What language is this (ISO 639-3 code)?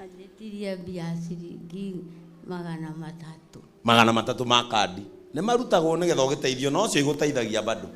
kik